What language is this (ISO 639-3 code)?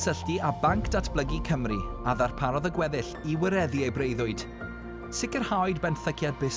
cym